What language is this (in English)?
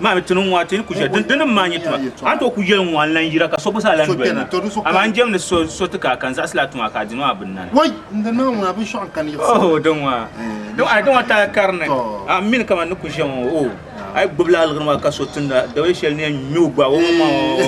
Dagbani